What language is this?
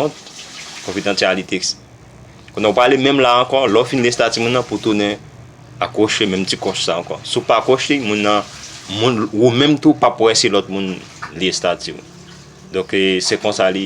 Haitian Creole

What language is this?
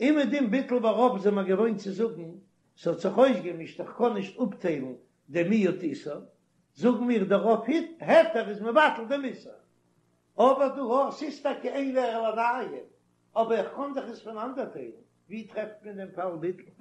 Yiddish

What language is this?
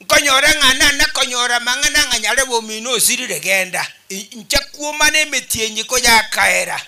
Gusii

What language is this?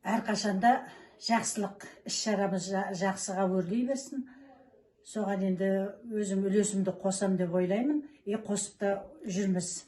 Kazakh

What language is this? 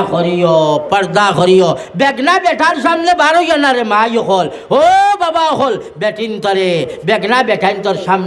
Sylheti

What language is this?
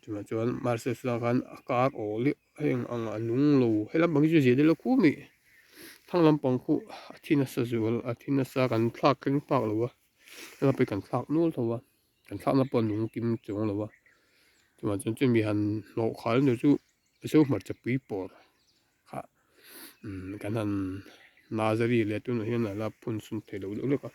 Mizo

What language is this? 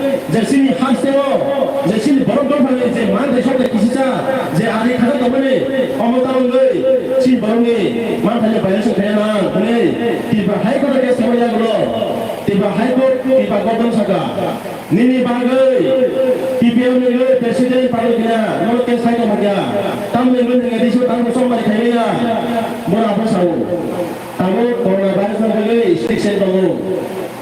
Kok Borok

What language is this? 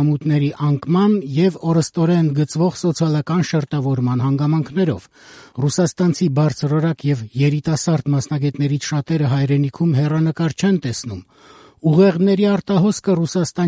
Armenian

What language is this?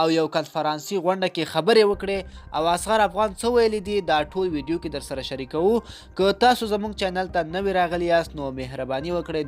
Pashto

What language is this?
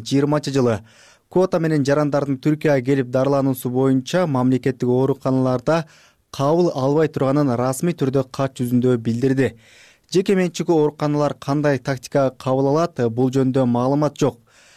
Kyrgyz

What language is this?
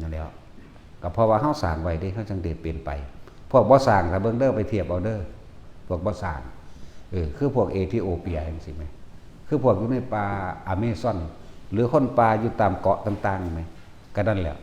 Lao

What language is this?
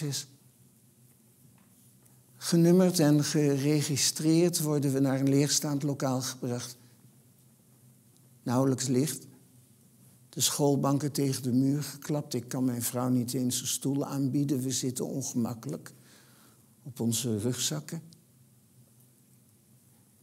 Dutch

